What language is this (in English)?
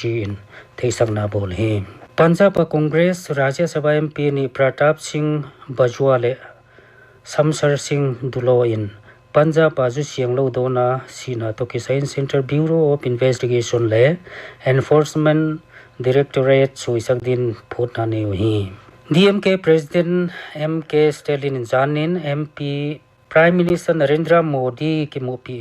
Paite Chin